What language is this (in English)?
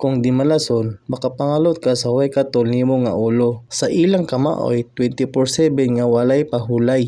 Cebuano